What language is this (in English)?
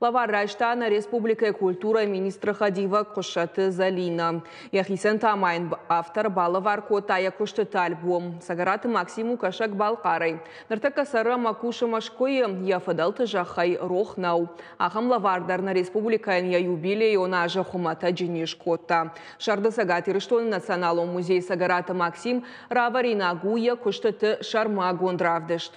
Ossetic